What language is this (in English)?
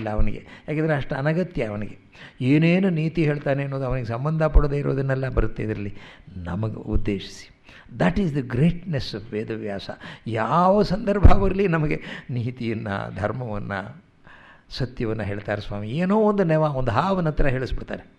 Kannada